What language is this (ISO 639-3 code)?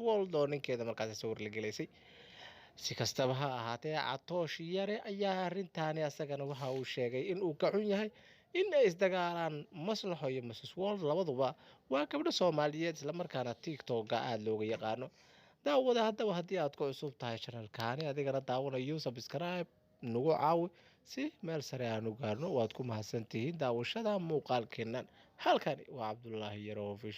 som